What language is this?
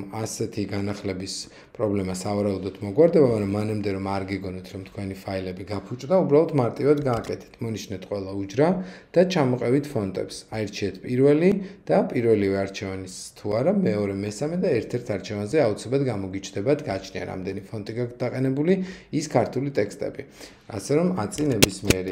Georgian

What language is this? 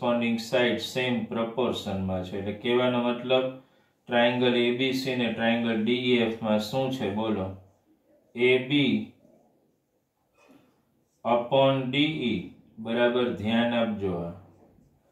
Gujarati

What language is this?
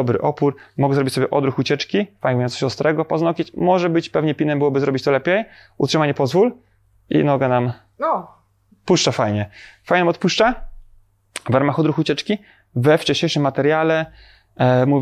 Polish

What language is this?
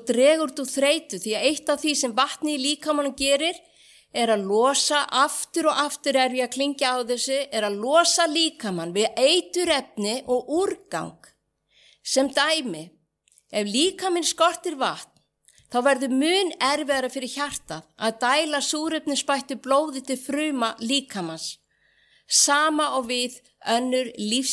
Icelandic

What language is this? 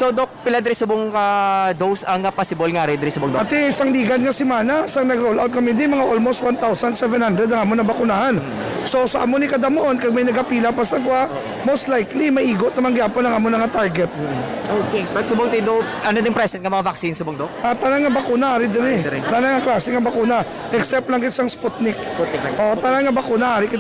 Hiligaynon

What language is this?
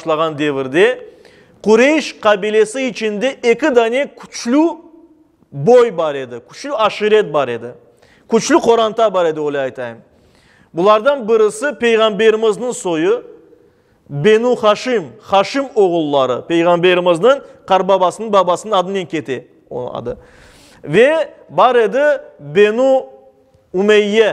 Crimean Tatar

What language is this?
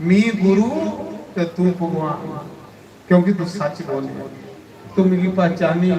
Dogri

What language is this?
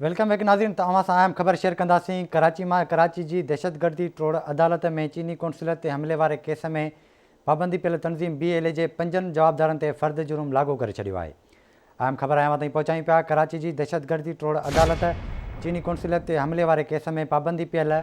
Sindhi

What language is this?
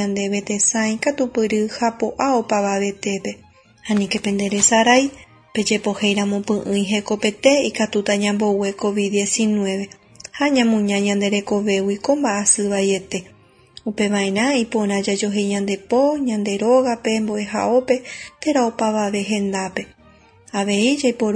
Guarani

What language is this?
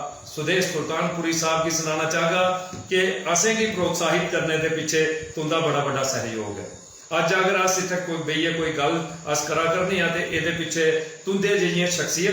Dogri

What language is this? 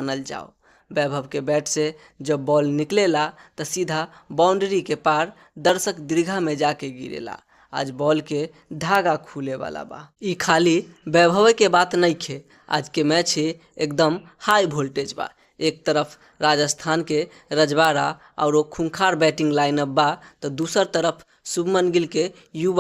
Bhojpuri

